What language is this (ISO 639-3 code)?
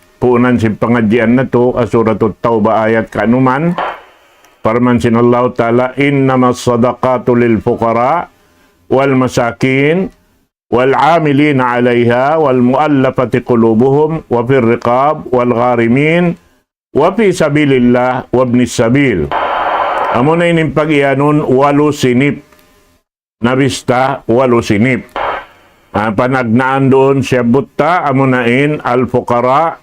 tsg